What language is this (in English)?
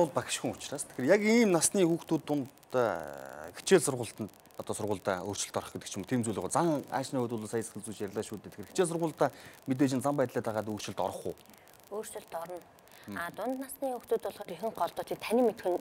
Mongolian